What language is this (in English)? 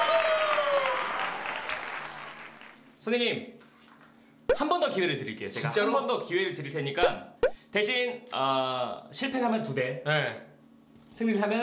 Korean